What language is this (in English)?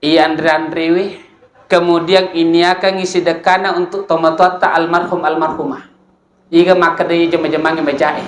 Buginese